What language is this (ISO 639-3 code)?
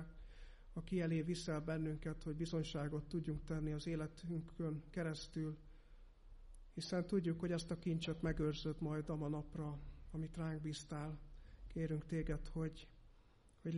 hun